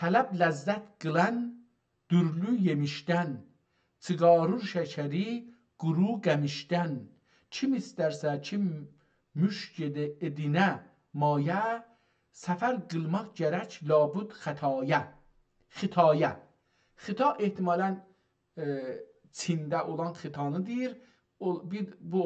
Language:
South Azerbaijani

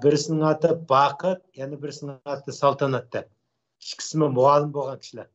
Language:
Uyghur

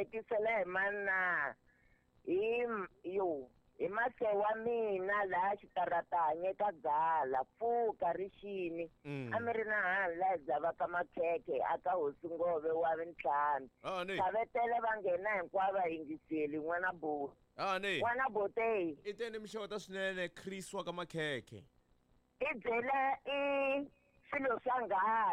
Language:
Tsonga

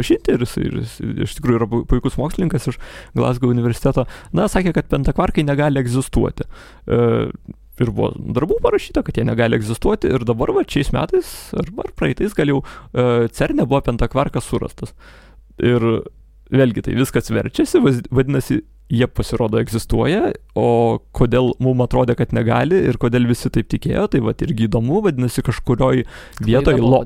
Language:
Lithuanian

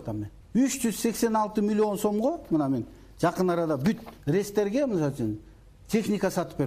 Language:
Kyrgyz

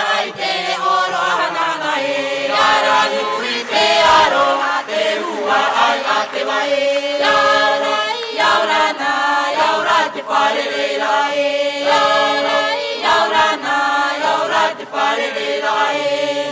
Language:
Tahitian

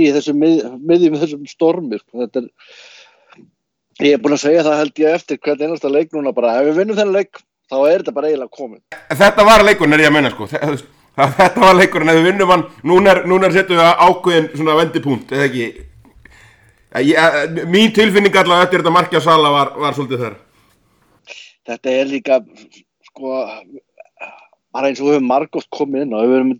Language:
Icelandic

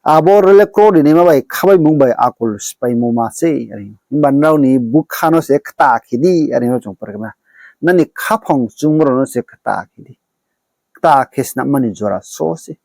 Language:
Riang (India)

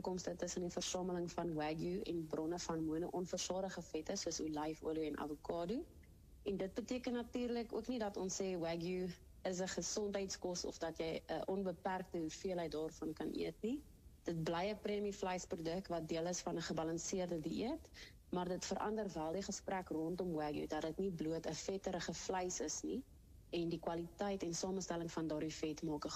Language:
Afrikaans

